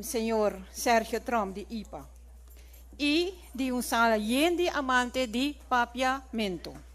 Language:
Papiamento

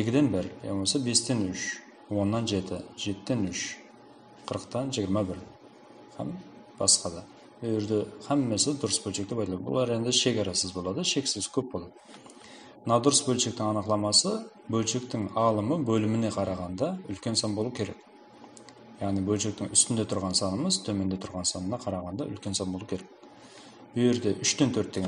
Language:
Kara-Kalpak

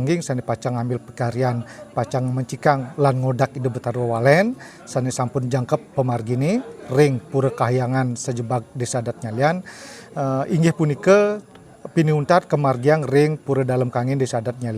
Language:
Balinese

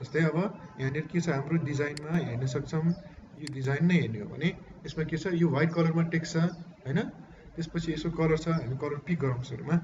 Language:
Nepali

